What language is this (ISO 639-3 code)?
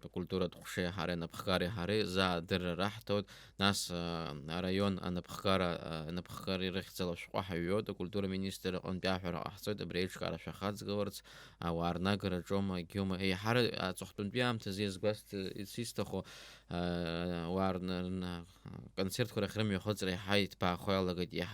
abk